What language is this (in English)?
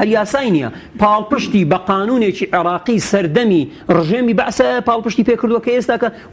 Central Kurdish